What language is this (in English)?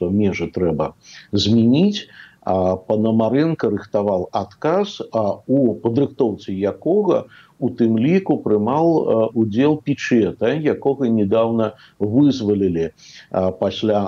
Belarusian